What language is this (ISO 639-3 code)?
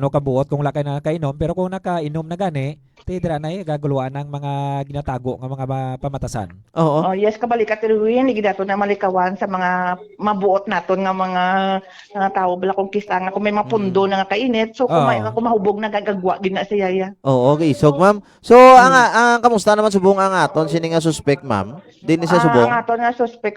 hil